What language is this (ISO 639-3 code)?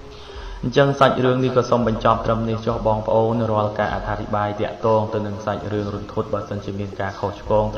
khm